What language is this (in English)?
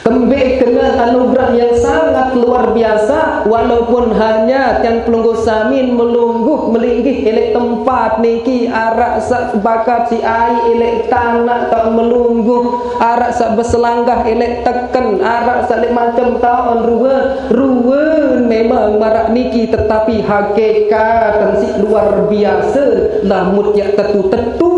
Sasak